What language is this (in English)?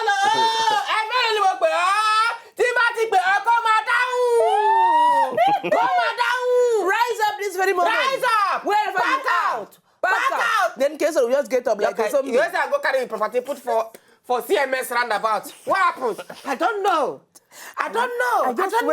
Nigerian Pidgin